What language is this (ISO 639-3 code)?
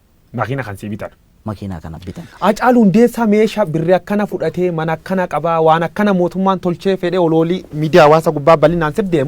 orm